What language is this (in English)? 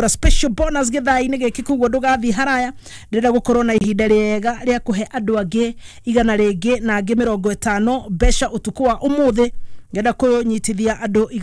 Kikuyu